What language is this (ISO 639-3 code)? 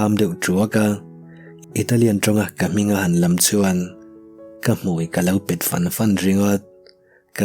lus